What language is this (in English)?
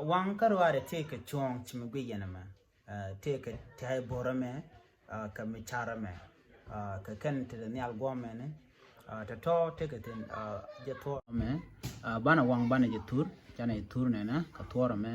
Nuer